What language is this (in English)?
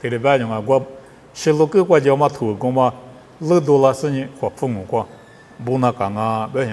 Lisu